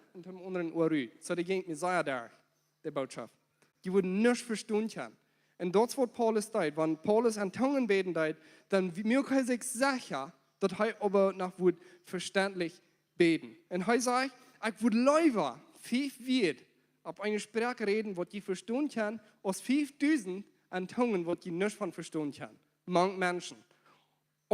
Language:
Plautdietsch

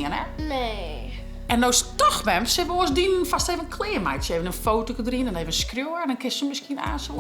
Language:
Western Frisian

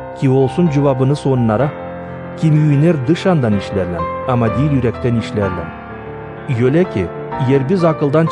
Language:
Gagauz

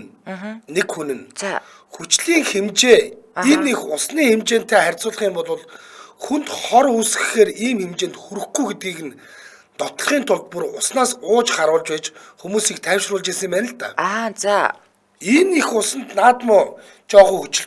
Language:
Mongolian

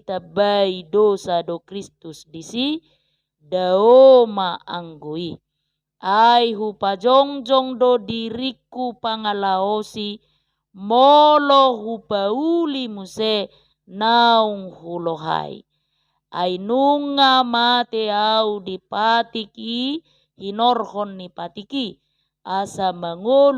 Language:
Batak Toba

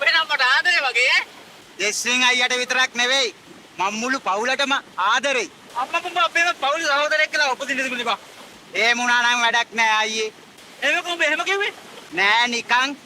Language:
Sinhala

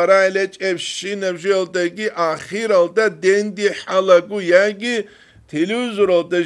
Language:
Avaric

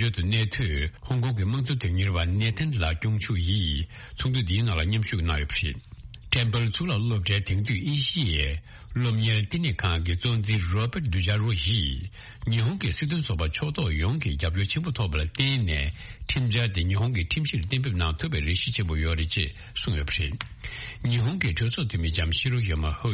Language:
Tibetan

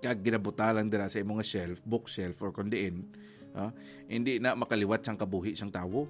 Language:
Hiligaynon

